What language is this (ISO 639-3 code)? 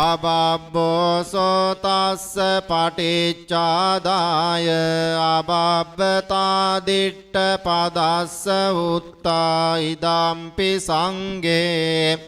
pli